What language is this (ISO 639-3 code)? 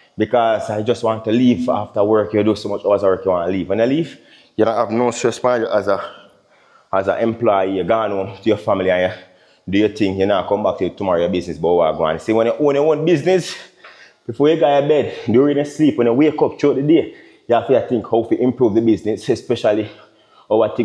jam